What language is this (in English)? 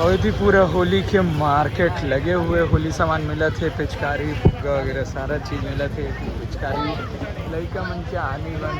Chhattisgarhi